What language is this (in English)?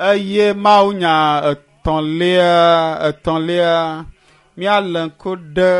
Ewe